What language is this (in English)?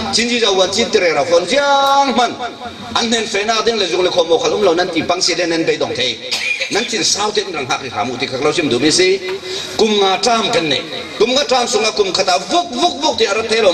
Falam Chin